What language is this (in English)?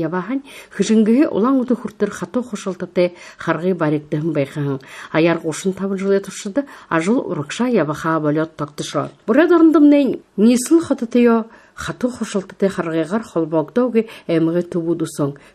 Buriat